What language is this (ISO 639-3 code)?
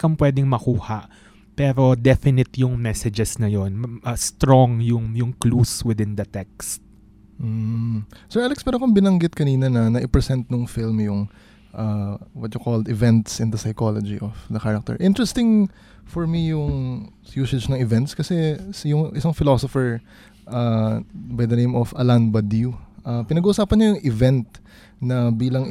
fil